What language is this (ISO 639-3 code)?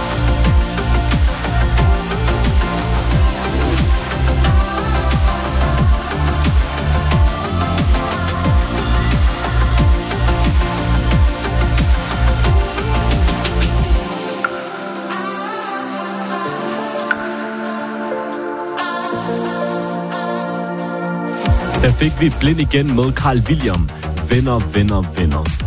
dan